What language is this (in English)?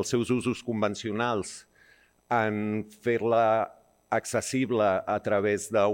Catalan